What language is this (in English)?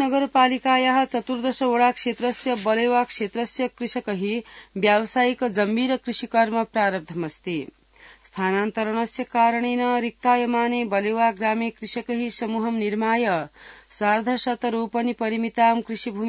Sanskrit